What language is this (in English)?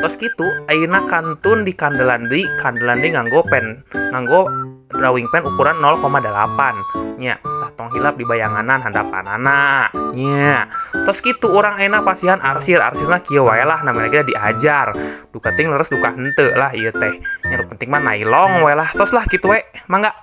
Sundanese